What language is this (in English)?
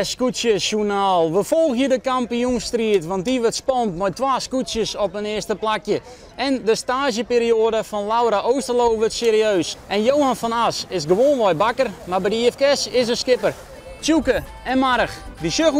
Western Frisian